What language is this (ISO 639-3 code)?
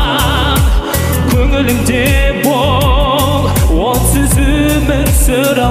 kaz